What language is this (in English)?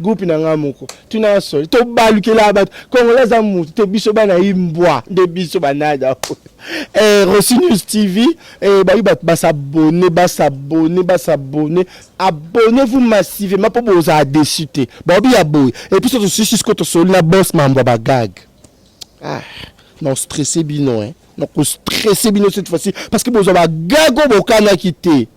Lingala